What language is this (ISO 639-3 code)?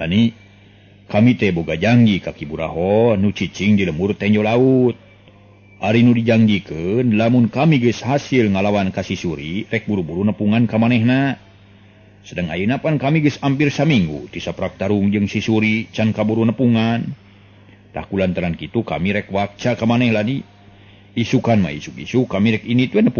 sun